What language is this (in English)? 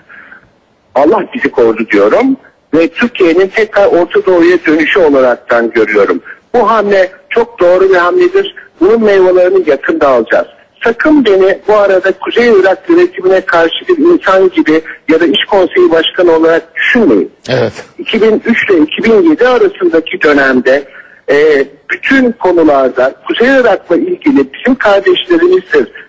Turkish